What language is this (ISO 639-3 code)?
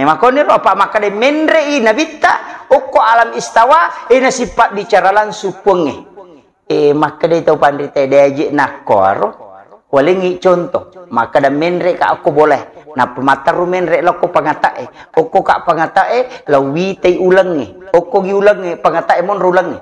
bug